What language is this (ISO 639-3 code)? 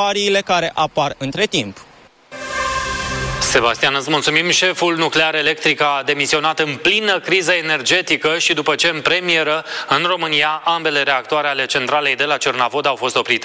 ron